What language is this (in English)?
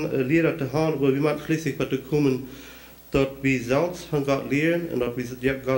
Plautdietsch